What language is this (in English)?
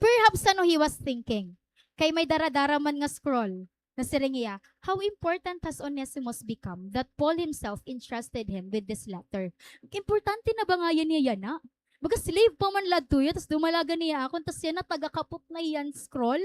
Waray